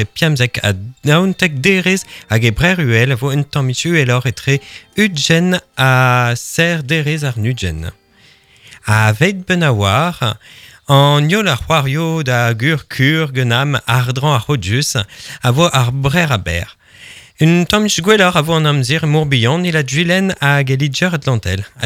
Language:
Breton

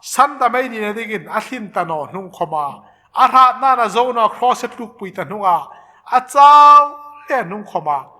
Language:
Hmar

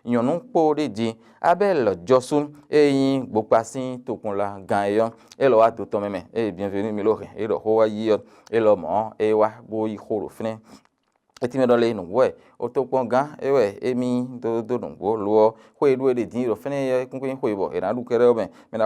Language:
Fon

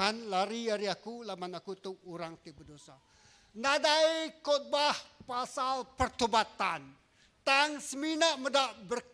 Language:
Iban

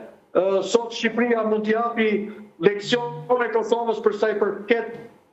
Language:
Albanian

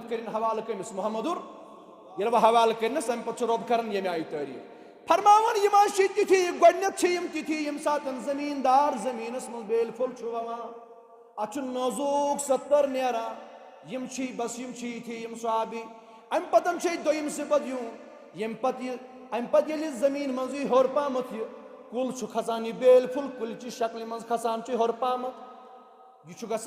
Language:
Kashmiri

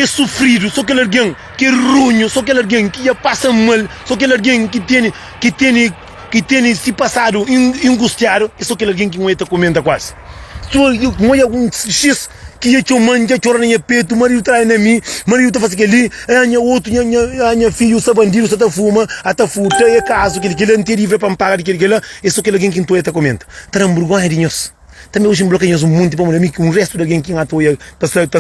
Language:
Kabuverdianu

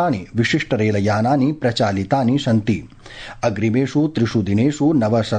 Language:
Sanskrit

